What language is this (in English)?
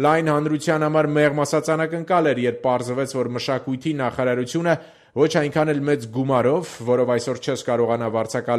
Armenian